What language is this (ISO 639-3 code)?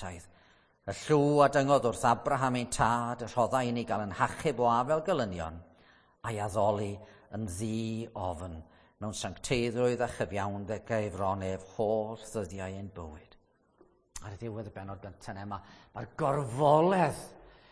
cym